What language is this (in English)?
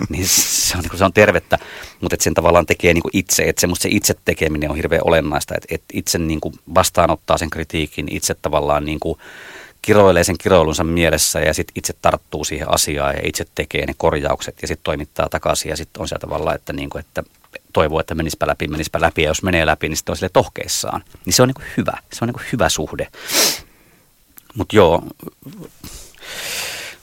Finnish